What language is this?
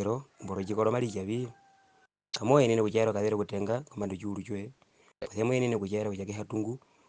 Herero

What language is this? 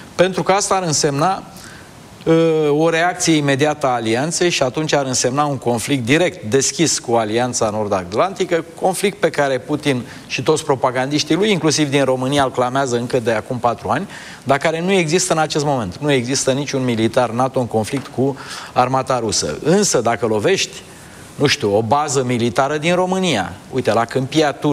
Romanian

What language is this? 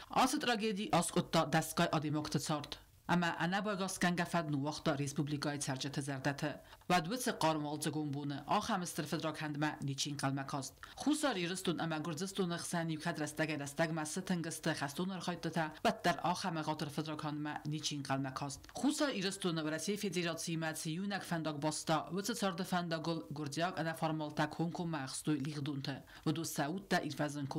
Ossetic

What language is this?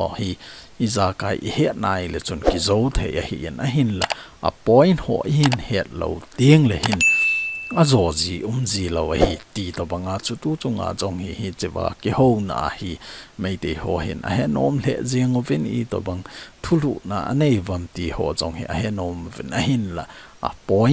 Thado Chin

